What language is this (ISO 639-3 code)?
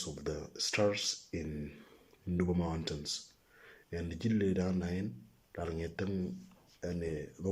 mor